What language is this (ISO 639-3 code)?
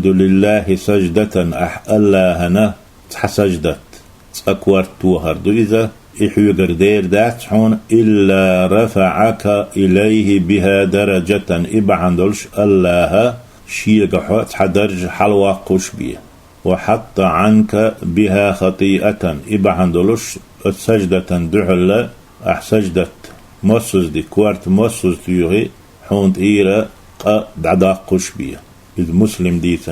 che